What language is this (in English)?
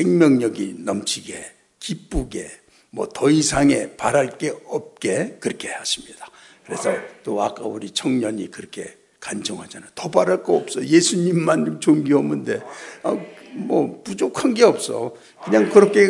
Korean